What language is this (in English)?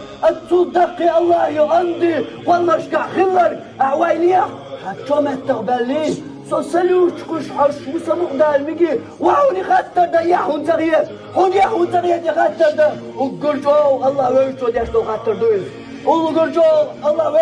Chechen